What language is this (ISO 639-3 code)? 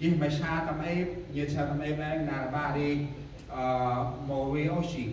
cmo